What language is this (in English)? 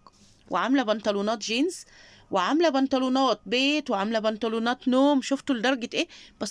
Egyptian Arabic